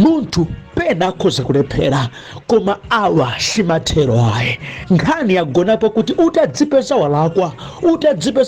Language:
Nyanja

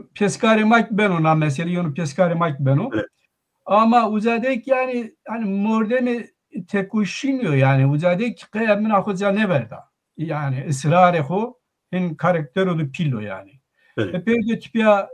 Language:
Zaza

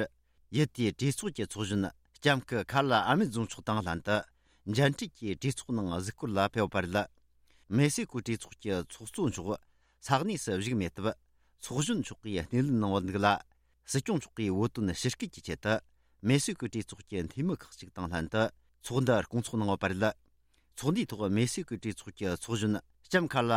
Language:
Tibetan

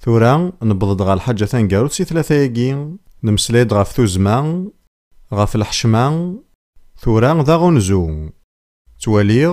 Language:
Kabyle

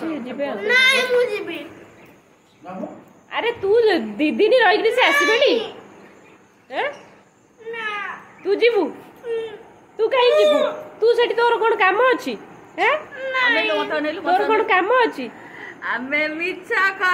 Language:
Odia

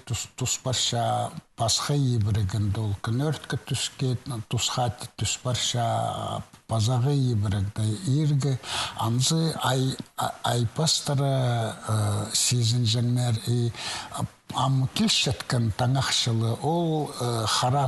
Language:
Khakas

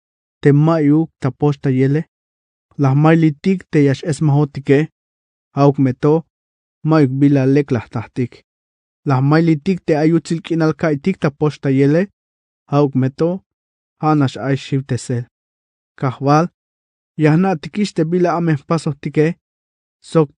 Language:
Tzeltal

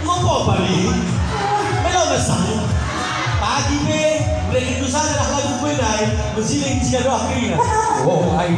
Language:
Batak Karo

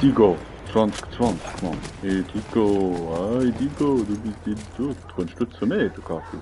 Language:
Swiss German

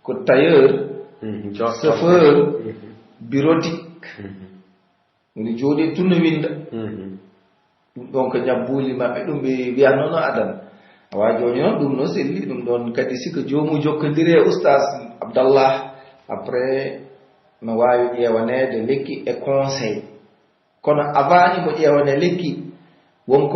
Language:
Pular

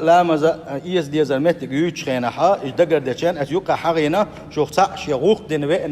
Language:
Chechen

